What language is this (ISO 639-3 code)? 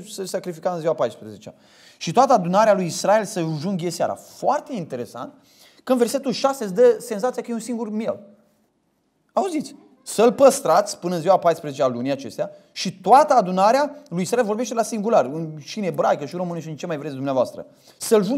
ron